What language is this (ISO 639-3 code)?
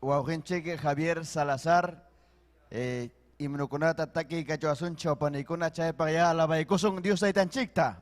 quy